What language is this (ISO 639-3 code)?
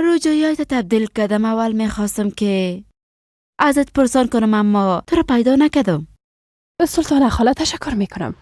fas